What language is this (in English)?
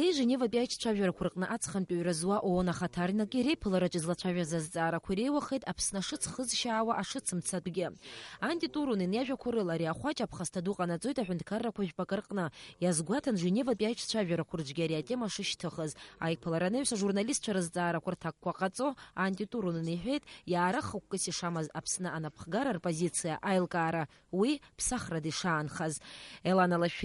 Abkhazian